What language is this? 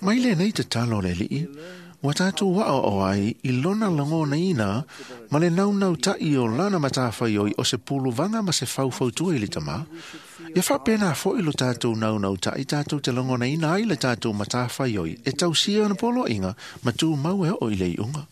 Samoan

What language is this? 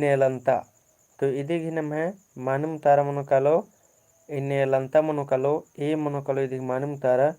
Kurukh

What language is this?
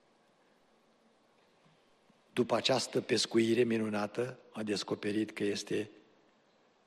Romanian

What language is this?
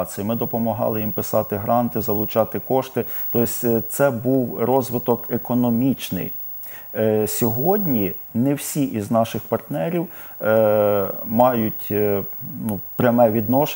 Ukrainian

